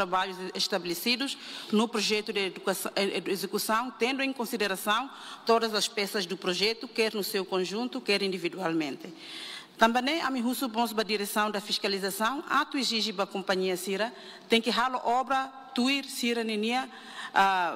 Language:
Tetum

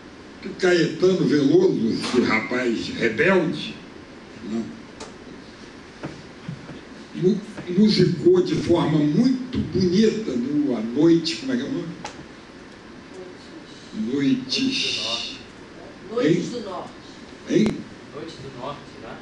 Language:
Portuguese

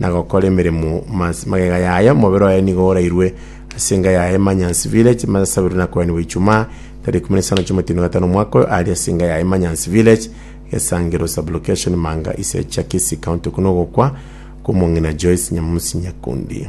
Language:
Gusii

